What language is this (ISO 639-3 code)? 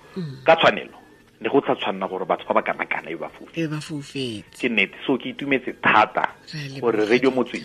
tsn